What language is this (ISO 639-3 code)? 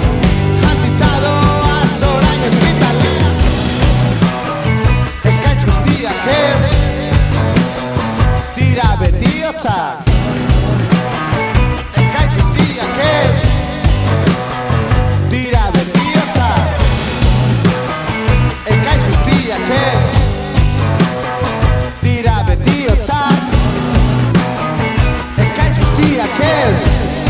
eus